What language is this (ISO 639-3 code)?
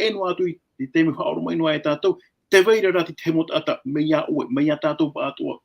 tah